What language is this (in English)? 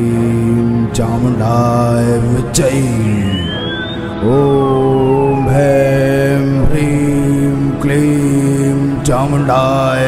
Chhattisgarhi